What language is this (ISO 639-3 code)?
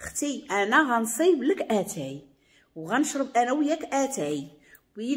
ary